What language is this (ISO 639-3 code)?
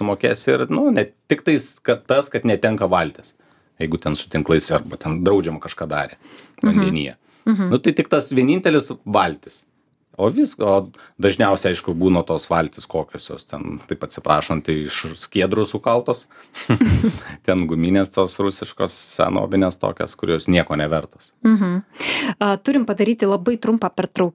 lit